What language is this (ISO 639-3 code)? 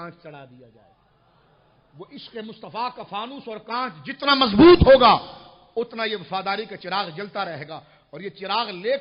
urd